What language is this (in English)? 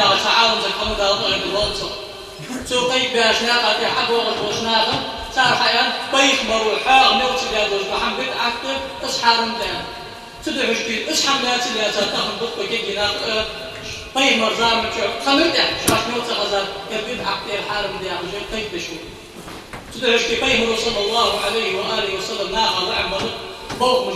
Ingush